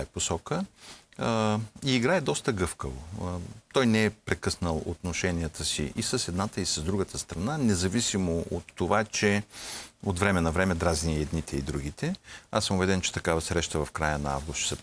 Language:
Bulgarian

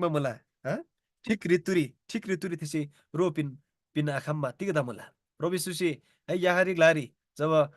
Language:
Eastern Tamang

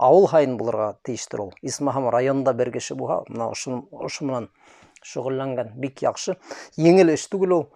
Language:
Bashkir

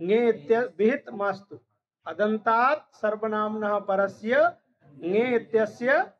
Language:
Sanskrit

